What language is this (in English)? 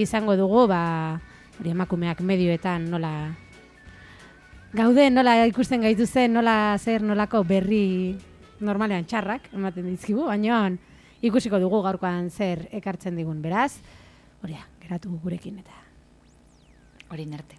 Basque